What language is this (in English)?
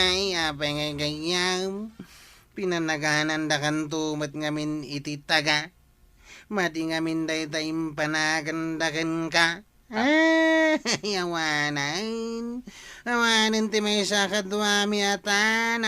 Iloko